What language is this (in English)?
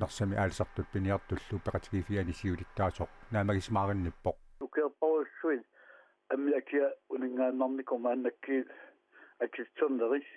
Kalaallisut